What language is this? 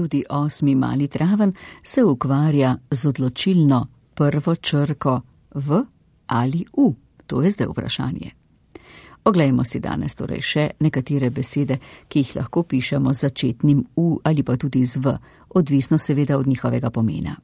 Slovenian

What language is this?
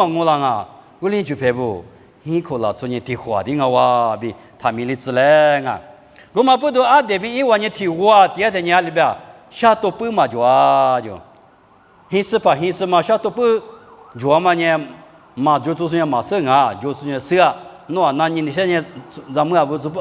Lisu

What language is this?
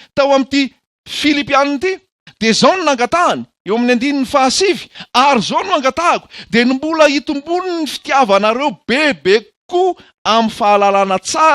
Malagasy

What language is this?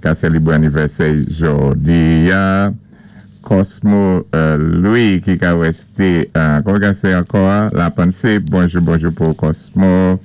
Saint Lucian Creole French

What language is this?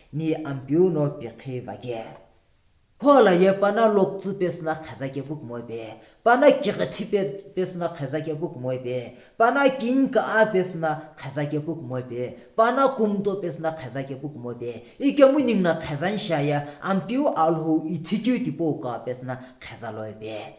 Sumi Naga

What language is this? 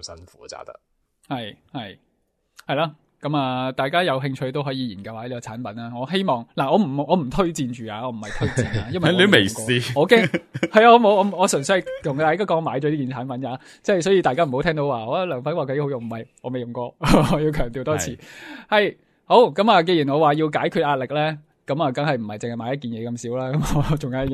Cantonese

